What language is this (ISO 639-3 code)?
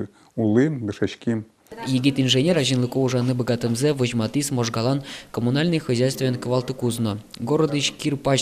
udm